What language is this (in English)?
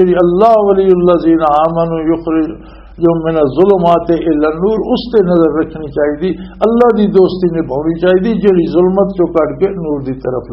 Western Panjabi